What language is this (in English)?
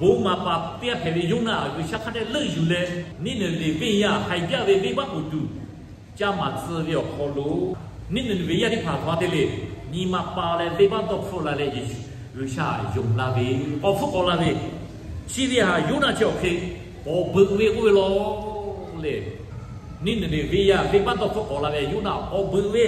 Lahu